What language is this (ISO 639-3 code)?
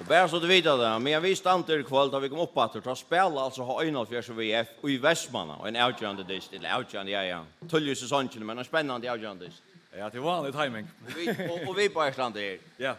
fao